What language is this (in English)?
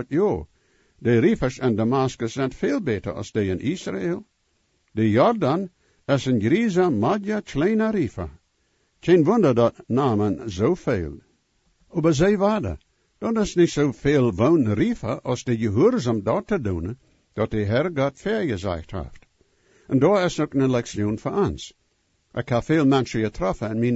Plautdietsch